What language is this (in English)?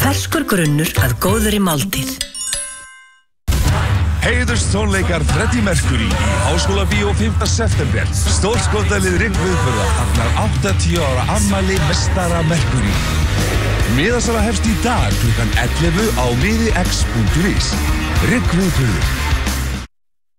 Icelandic